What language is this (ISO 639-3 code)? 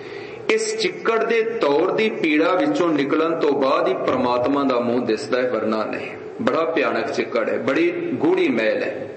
pan